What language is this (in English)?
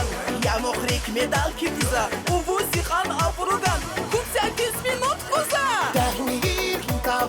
Tabassaran